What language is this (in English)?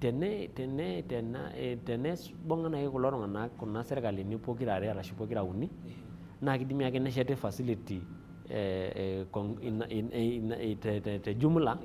Masai